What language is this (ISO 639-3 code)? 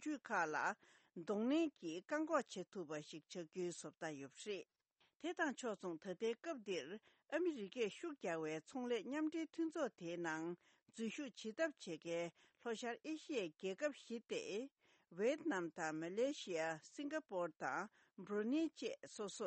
bod